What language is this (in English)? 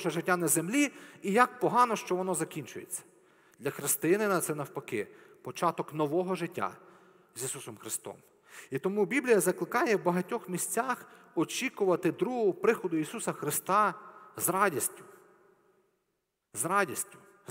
Ukrainian